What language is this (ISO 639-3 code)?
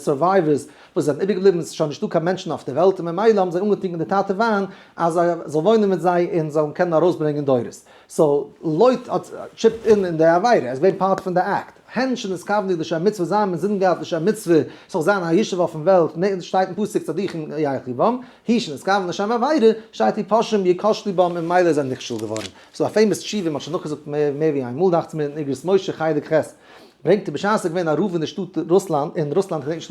yid